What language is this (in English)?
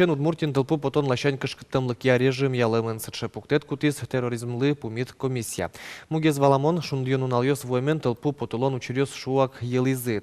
Udmurt